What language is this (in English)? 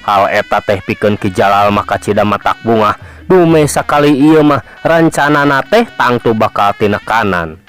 Sundanese